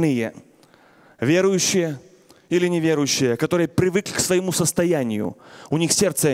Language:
Russian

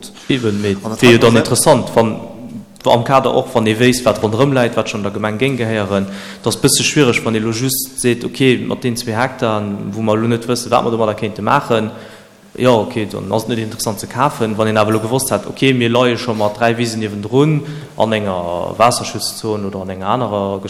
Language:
Luxembourgish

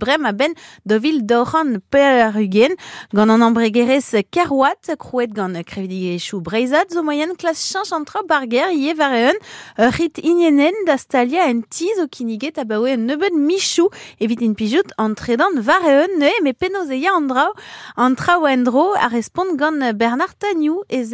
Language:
Breton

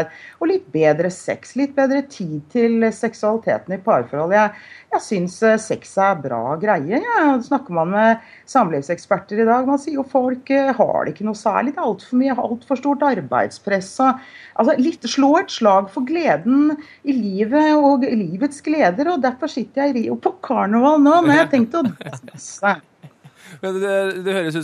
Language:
Norwegian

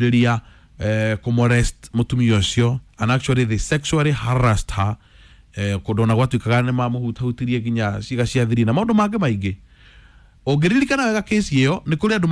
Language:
Kikuyu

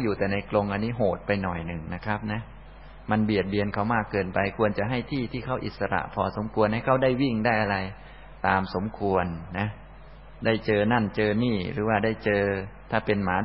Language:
Thai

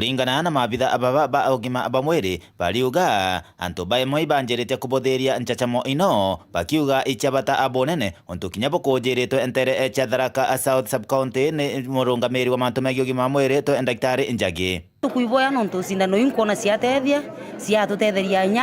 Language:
Meru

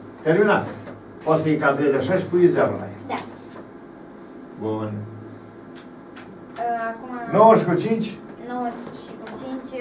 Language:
Romanian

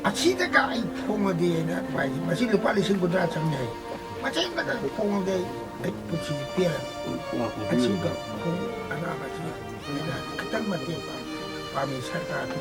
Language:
Manipuri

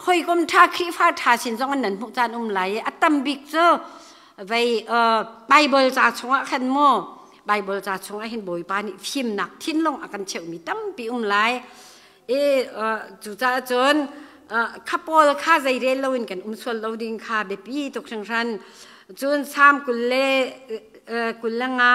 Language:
Hakha Chin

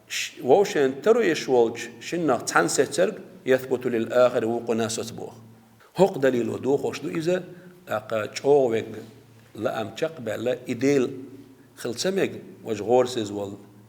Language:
Chechen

